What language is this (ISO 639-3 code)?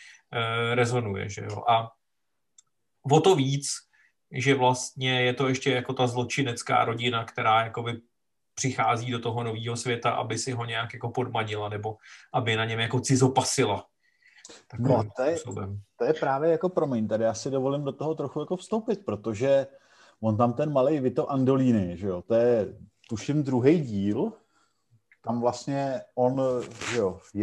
ces